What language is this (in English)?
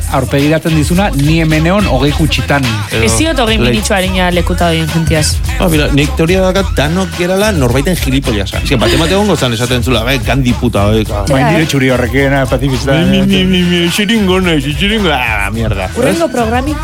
Basque